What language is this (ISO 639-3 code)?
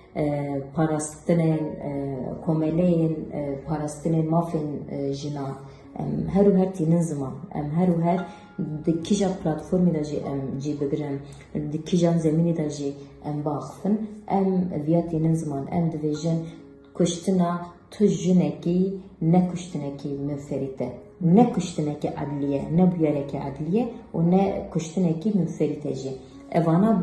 kur